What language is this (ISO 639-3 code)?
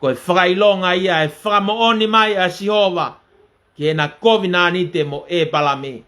ton